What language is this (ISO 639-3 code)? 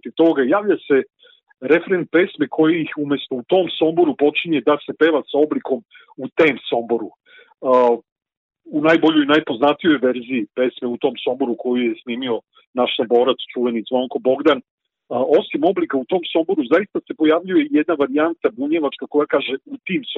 srp